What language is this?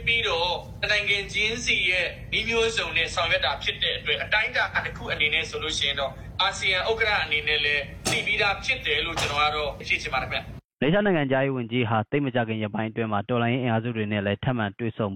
Burmese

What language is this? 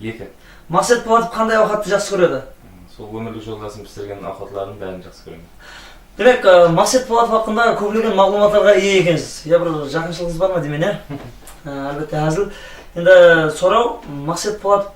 Kara-Kalpak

